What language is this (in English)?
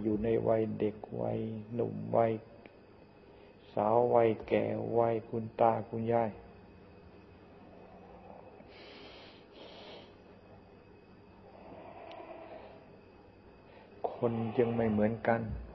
Thai